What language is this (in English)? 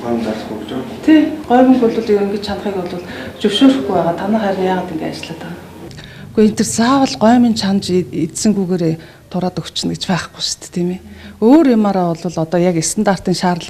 Mongolian